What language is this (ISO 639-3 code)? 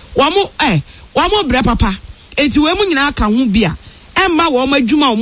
aka